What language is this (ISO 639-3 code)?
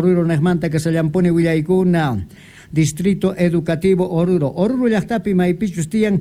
quh